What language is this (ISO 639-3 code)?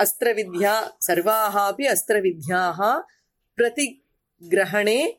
san